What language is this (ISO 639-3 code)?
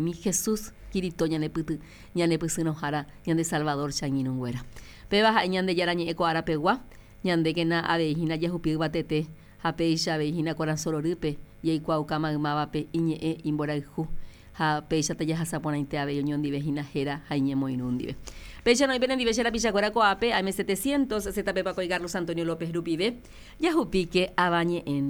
grn